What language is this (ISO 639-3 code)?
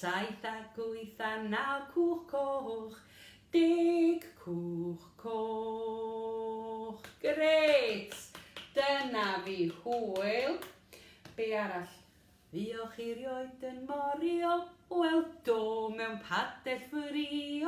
cym